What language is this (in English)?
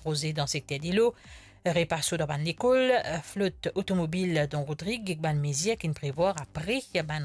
Morisyen